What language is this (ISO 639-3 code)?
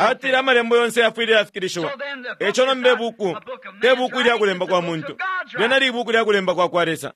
bem